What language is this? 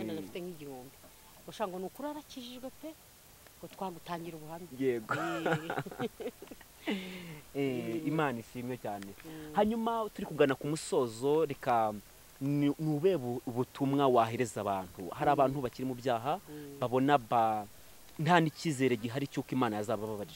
Kinyarwanda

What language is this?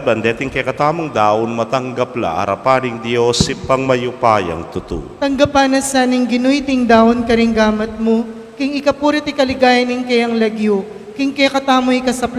Pampanga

